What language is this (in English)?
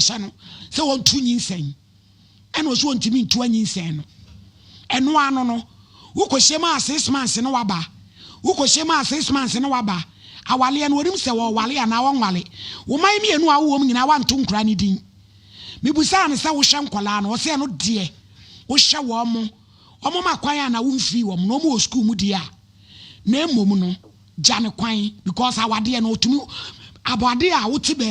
Akan